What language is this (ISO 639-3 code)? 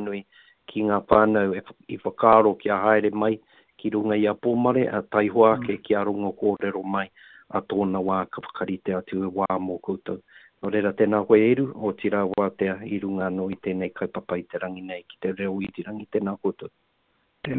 mri